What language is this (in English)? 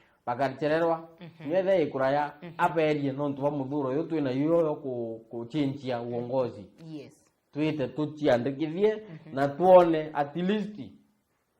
Meru